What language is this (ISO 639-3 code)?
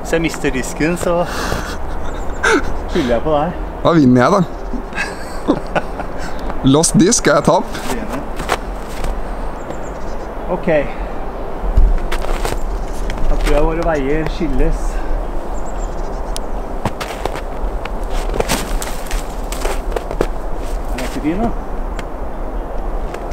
nor